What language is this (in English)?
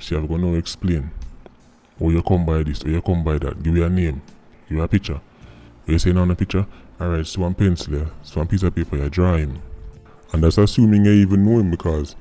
Jamaican Creole English